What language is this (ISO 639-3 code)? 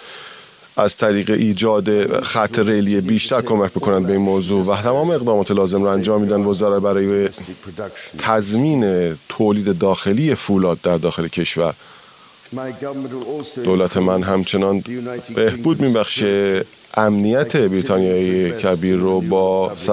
fas